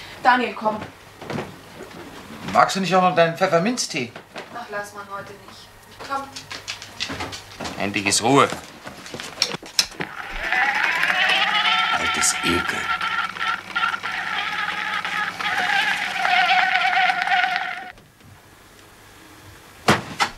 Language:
German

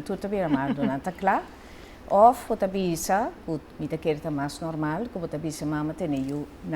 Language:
Papiamento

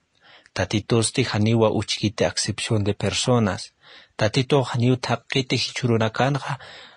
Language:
Aymara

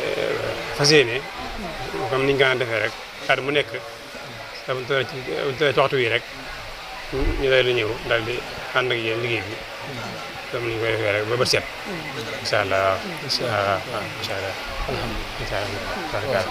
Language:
Wolof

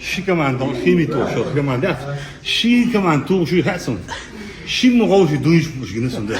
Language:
Chechen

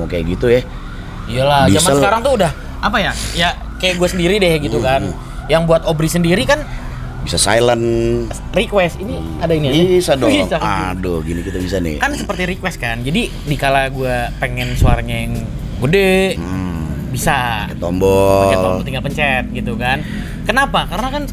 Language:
Indonesian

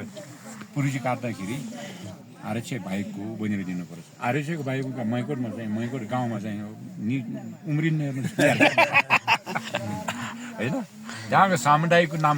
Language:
Nepali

